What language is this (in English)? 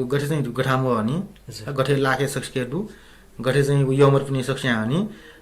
Newari